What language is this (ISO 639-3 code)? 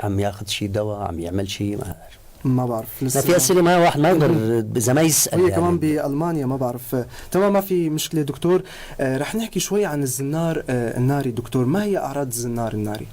apc